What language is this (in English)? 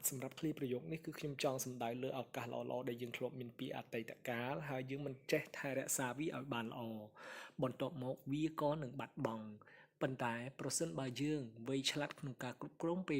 Khmer